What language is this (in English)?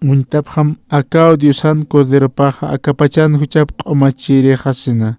Aymara